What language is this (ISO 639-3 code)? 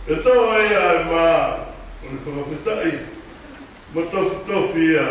ton